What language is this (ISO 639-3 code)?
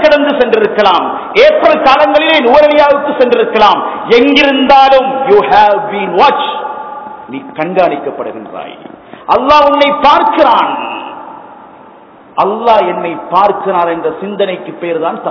tam